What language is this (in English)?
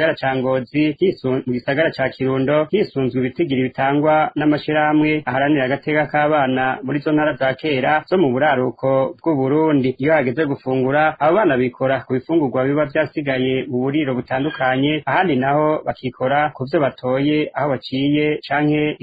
Rundi